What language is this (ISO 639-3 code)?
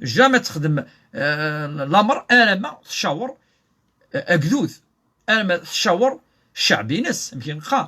kab